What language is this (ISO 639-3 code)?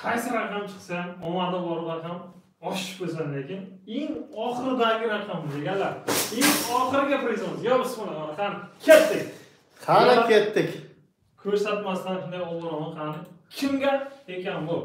uzb